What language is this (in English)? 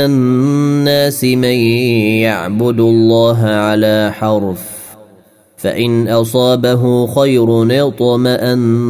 Arabic